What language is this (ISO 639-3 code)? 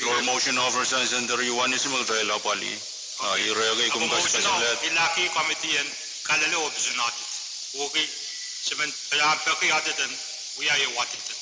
pon